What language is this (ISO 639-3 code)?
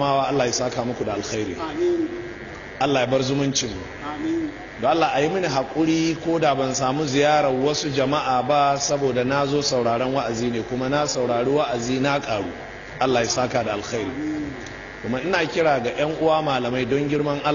hau